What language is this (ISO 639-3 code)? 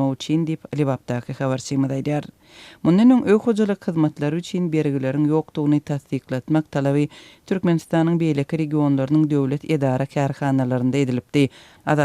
tuk